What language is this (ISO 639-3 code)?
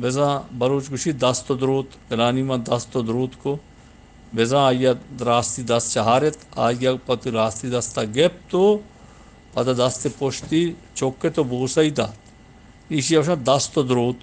bgp